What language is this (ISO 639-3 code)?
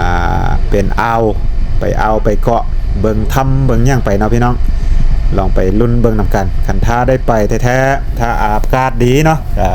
lao